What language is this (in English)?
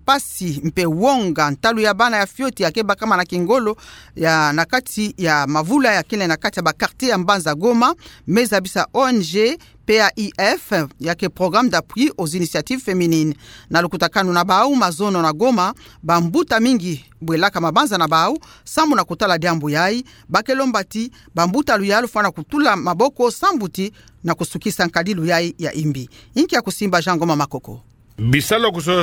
Kituba (Democratic Republic of Congo)